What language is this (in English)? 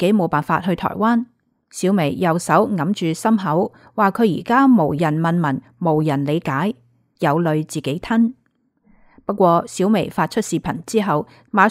Cantonese